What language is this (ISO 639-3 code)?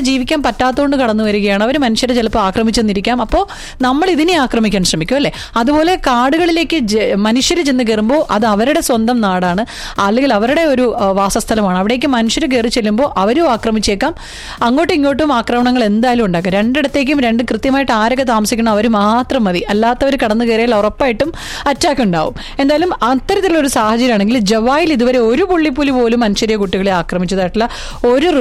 mal